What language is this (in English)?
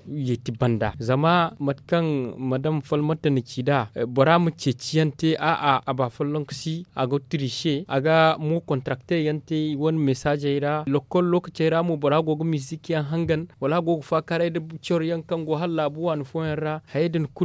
Zarma